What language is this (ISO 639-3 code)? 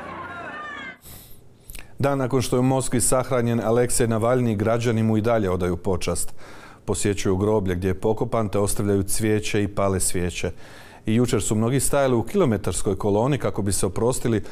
hrv